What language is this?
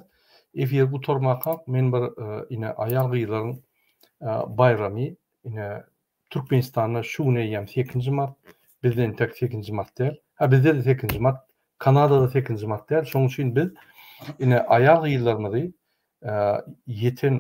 Turkmen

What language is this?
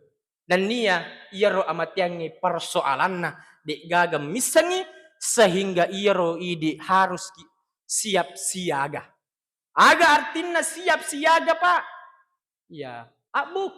Buginese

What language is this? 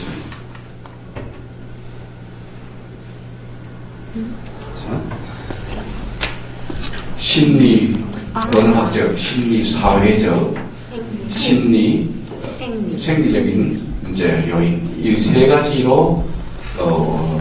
Korean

